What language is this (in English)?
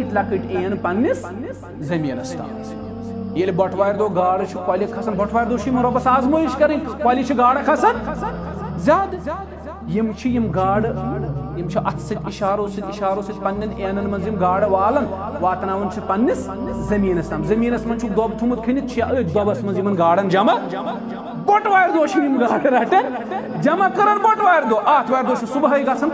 Kashmiri